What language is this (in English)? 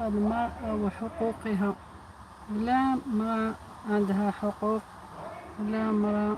Algerian Arabic